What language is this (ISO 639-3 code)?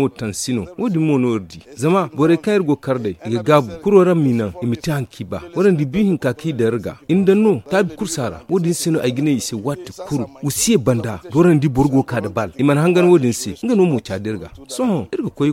dje